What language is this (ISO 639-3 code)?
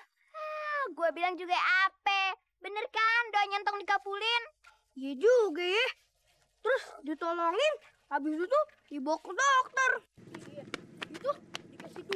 bew